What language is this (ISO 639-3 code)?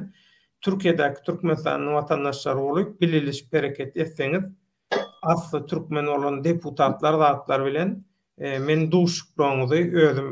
tuk